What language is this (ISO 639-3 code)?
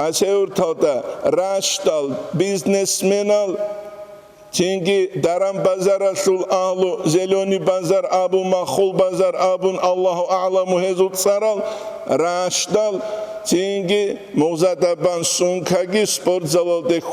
ava